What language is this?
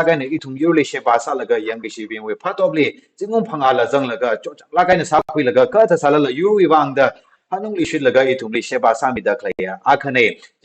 Tangkhul Naga (India)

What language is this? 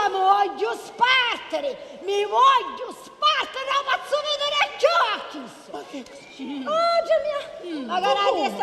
Sicilian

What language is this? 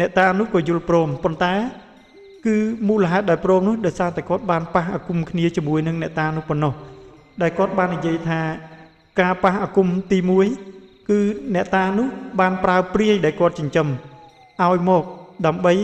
Khmer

